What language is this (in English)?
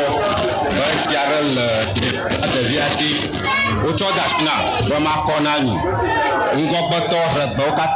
Ewe